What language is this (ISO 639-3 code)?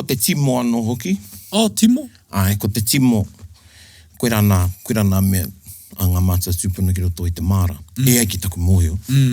mri